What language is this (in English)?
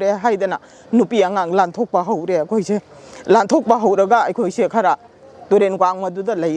Manipuri